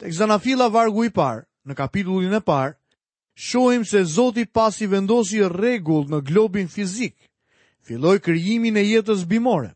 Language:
Albanian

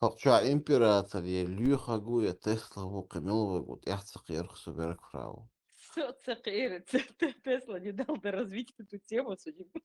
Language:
Chechen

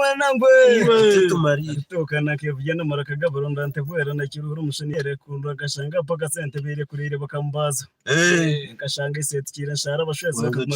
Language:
Nyankole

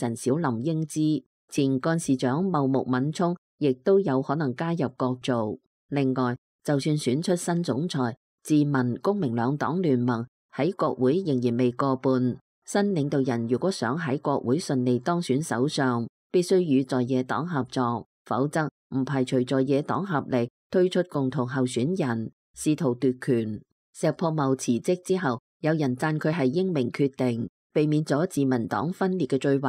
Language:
Cantonese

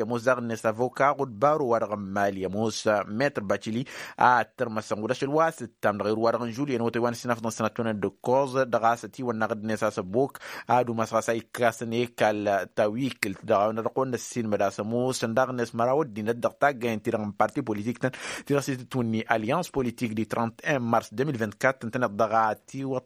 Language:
Tamasheq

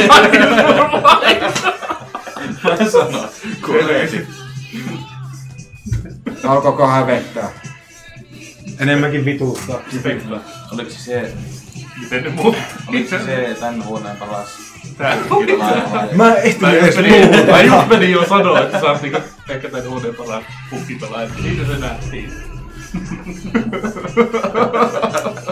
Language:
Finnish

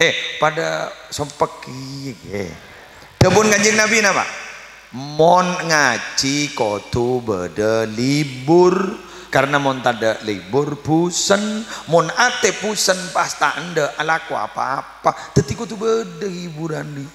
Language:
Madurese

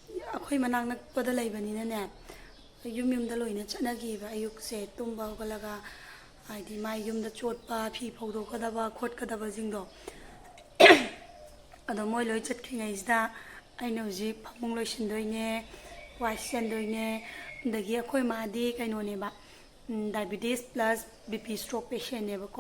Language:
Manipuri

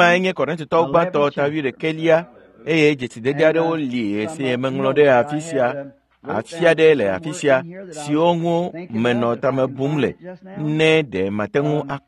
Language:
Ewe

